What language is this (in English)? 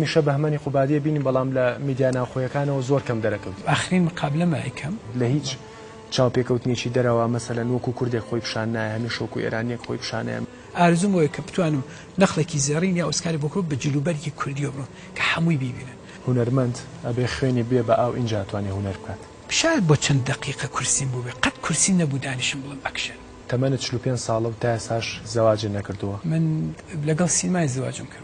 Central Kurdish